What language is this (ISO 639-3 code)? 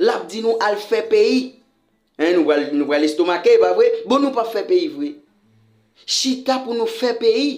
hat